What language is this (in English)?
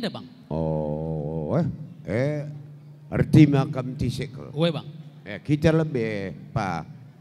Batak Karo